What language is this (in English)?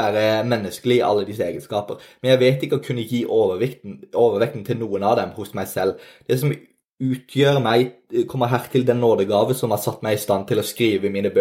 Norwegian